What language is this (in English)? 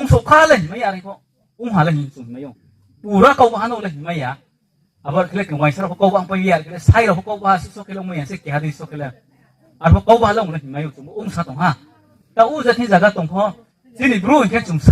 Riang (India)